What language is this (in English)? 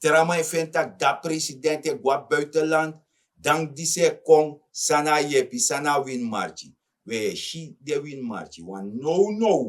Sranan Tongo